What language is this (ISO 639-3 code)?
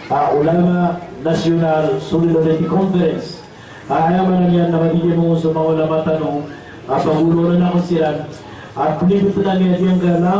mrw